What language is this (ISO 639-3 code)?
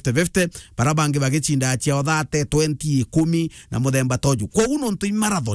mer